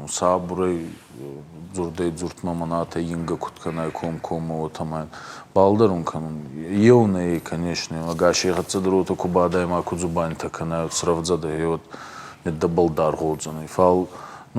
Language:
Ossetic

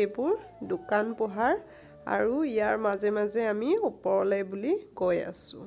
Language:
Assamese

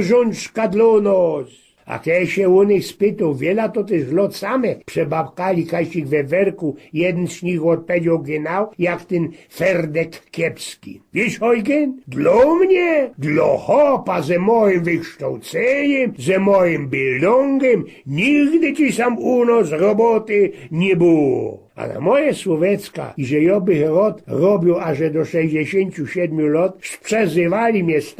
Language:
Silesian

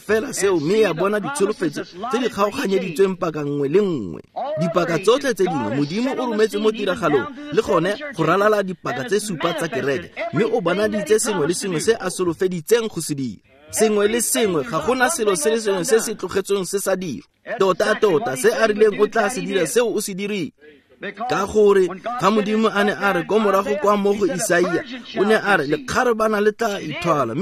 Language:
Tswana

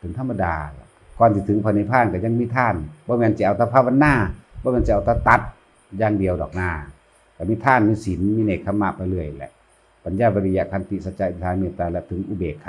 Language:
Northeastern Thai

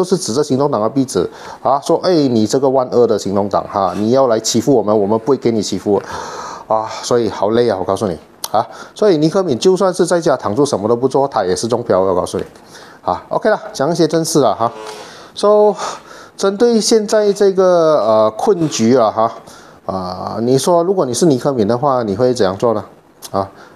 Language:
Chinese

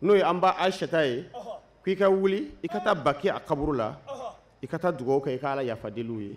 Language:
Bambara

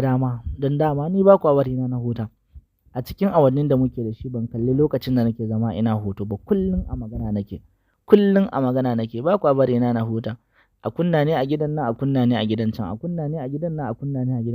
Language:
Hausa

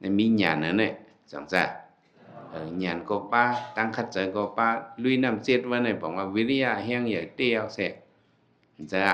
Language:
Shan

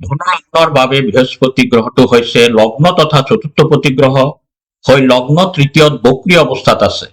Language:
Assamese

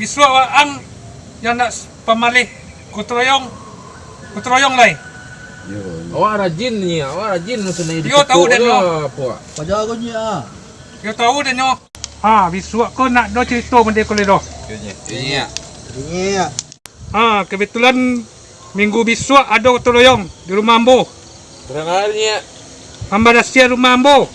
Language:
Minangkabau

